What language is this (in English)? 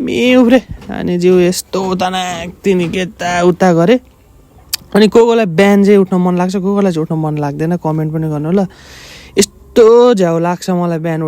Nepali